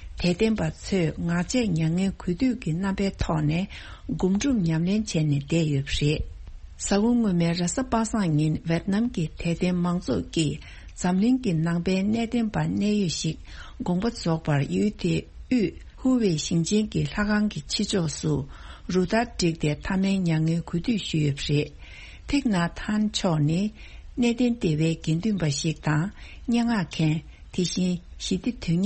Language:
Tibetan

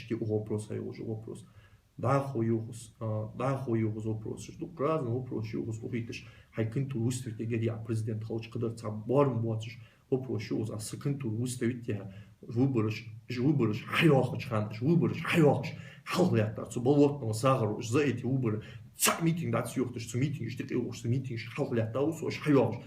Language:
Ingush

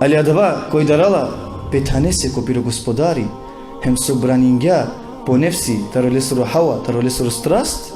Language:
Balkan Romani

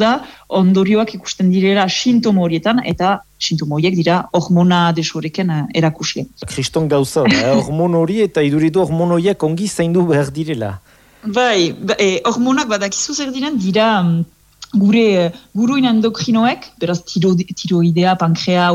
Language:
Basque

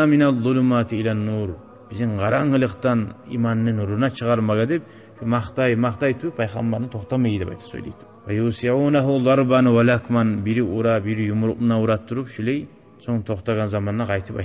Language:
Kumyk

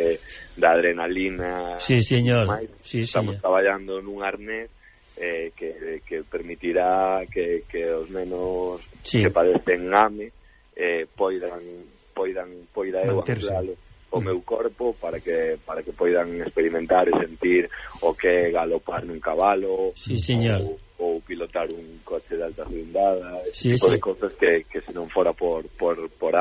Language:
Galician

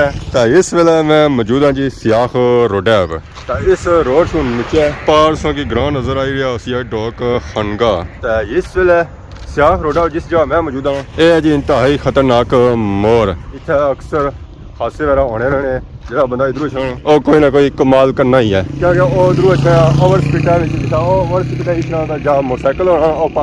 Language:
Pahari-Potwari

